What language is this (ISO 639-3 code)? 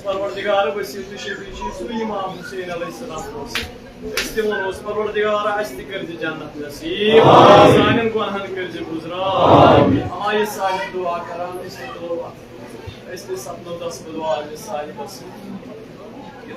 kas